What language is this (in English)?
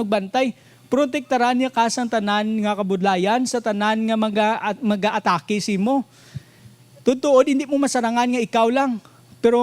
Hiligaynon